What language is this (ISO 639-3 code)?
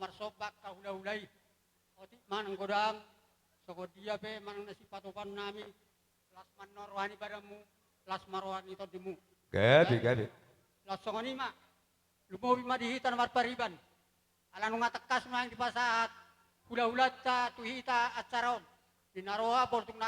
bbc